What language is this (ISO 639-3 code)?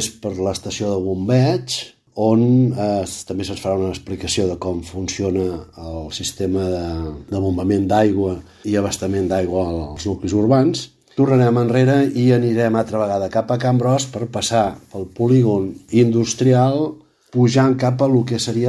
cat